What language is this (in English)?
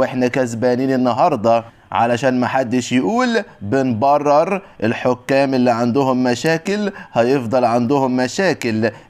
Egyptian Arabic